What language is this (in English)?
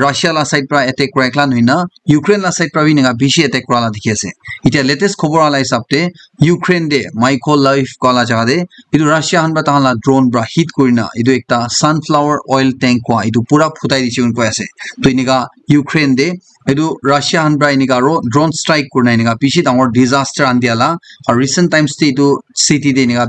Naga Pidgin